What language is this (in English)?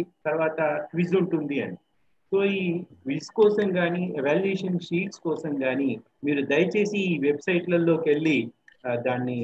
Telugu